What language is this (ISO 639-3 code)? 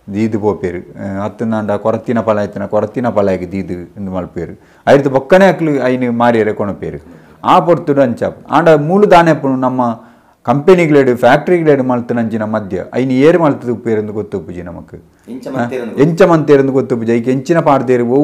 tcy